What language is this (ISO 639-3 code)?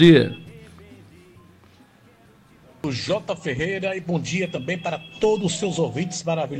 por